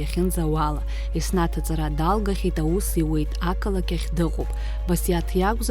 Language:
Abkhazian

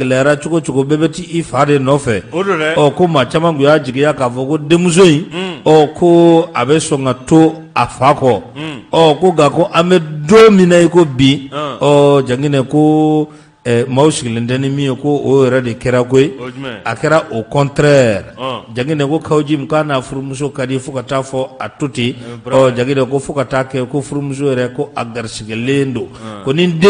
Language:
Bambara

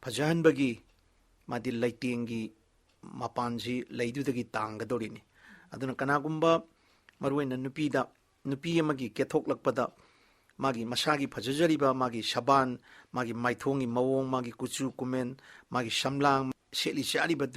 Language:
Manipuri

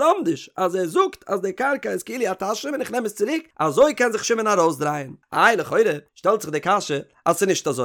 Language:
Yiddish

